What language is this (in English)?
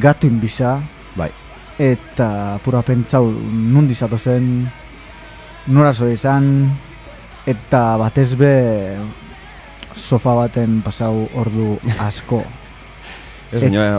Basque